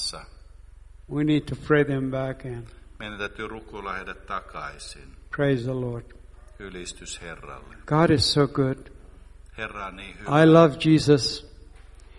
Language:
Finnish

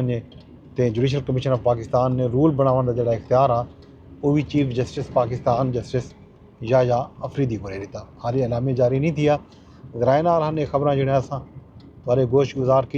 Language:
Saraiki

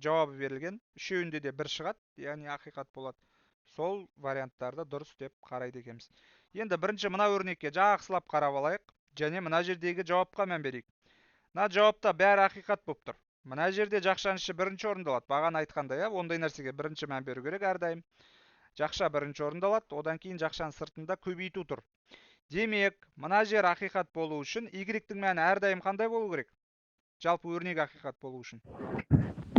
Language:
Kazakh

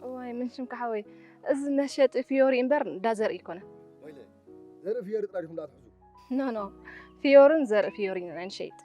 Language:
Tigrinya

